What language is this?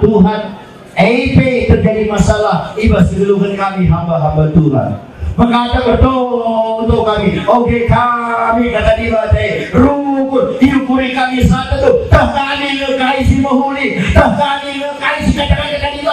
Batak Karo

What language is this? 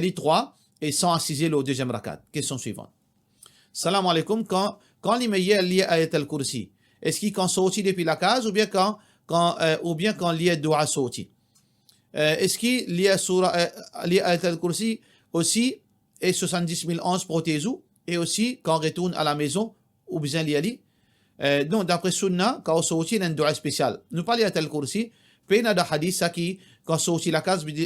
Morisyen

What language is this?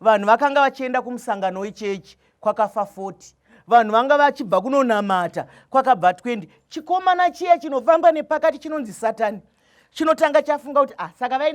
Shona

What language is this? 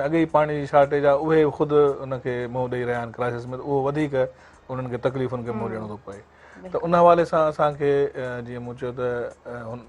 Sindhi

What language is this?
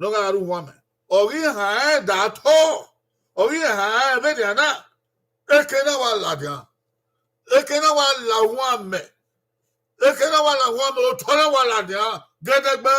Bini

